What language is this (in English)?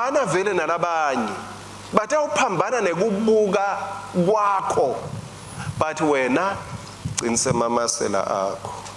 Swati